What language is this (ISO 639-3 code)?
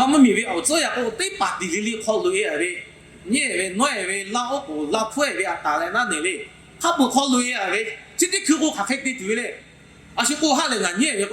lhu